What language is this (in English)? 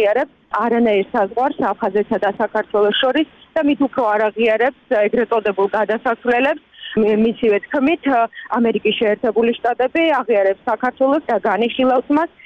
Georgian